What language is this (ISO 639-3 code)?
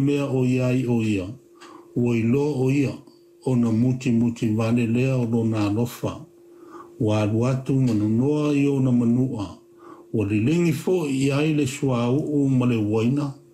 smo